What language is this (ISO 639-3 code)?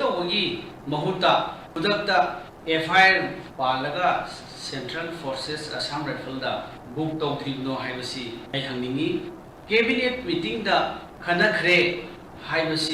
mni